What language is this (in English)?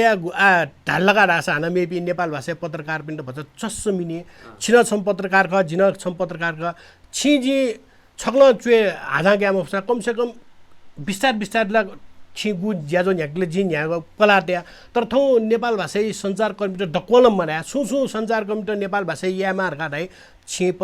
Newari